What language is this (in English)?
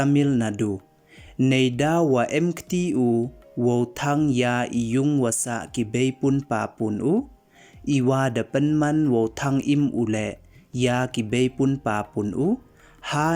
Pnar